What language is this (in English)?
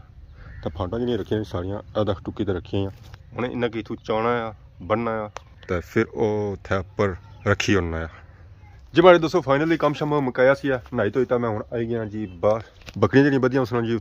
Pahari-Potwari